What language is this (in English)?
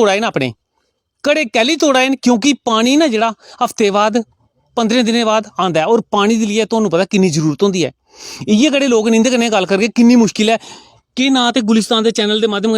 Dogri